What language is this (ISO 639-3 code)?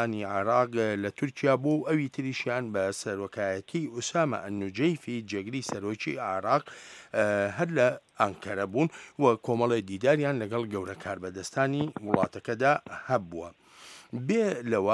ckb